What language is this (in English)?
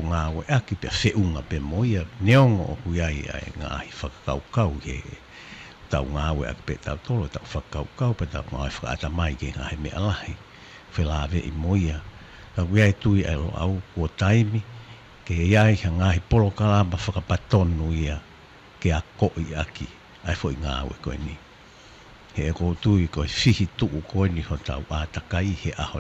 Tongan